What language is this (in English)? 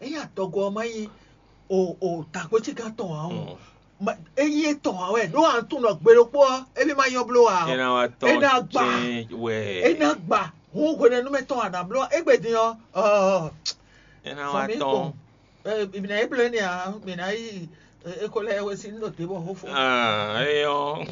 Fon